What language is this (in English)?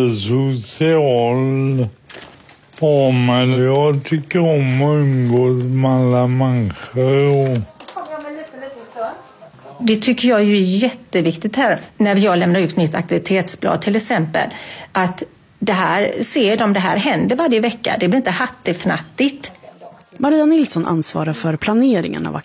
Swedish